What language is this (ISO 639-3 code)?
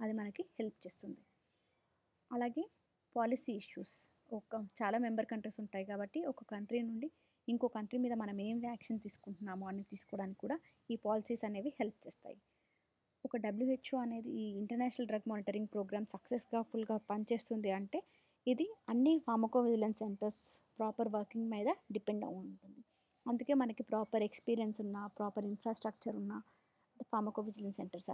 tel